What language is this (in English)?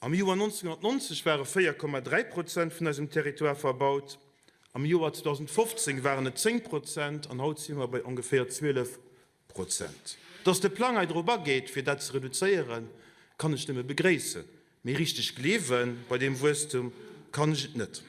Luxembourgish